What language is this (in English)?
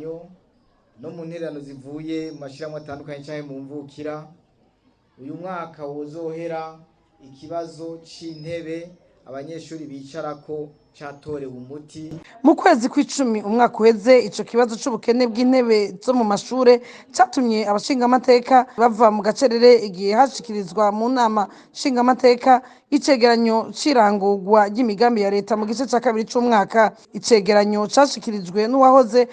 Rundi